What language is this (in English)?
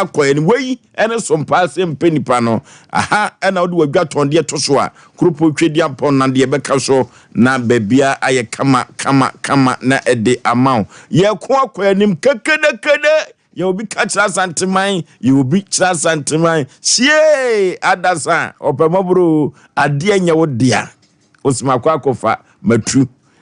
Akan